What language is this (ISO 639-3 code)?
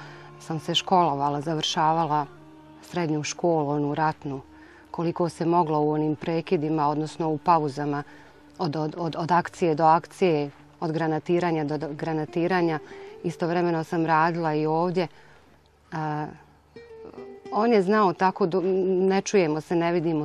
bos